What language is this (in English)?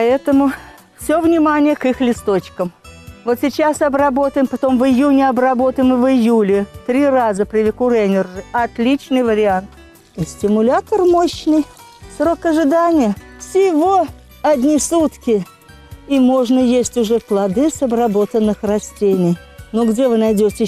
Russian